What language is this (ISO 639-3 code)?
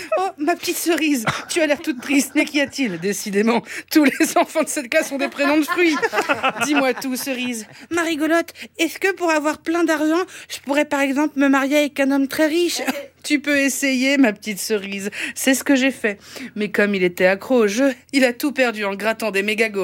fra